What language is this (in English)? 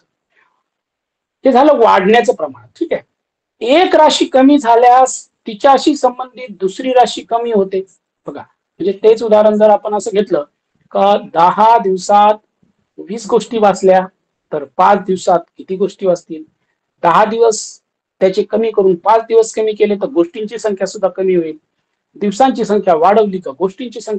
Marathi